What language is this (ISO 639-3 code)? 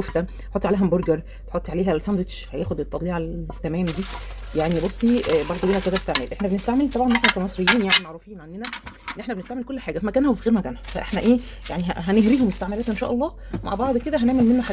arz